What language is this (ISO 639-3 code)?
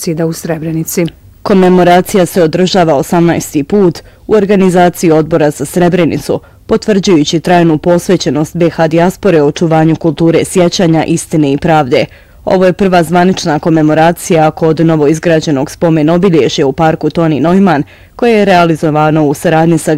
bos